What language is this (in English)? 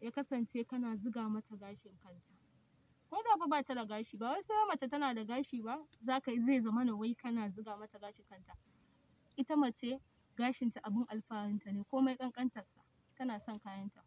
Hausa